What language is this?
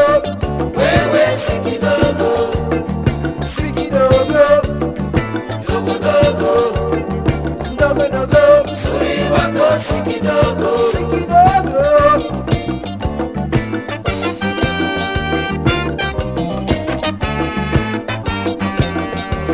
Swahili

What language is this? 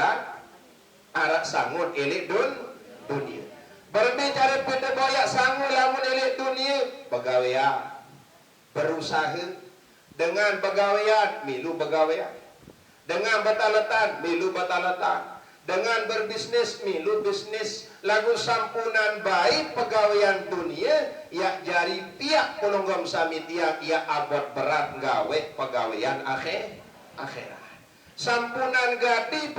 Sasak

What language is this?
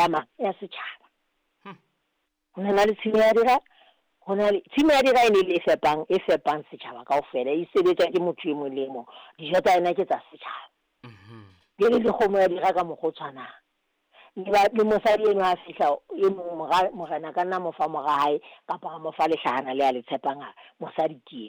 Southern Sotho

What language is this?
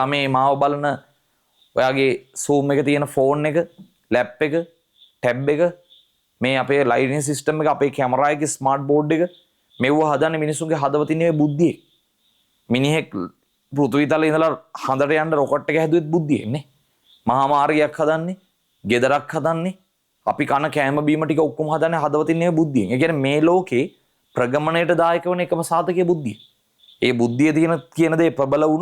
Sinhala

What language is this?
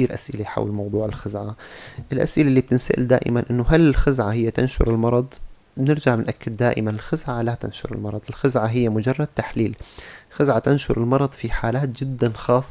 North Levantine Arabic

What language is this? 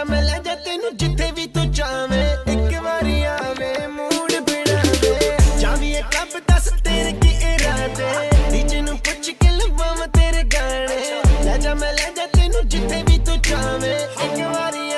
Punjabi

